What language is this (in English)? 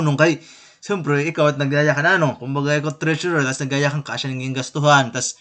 Waray